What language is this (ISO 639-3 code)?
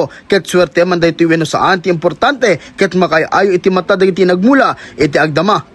ilo